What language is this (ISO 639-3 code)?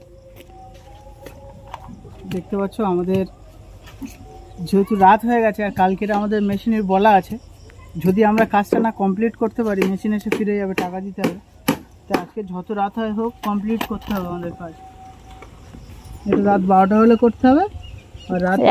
ben